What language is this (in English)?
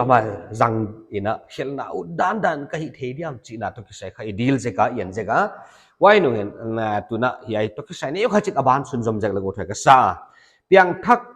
Paite Chin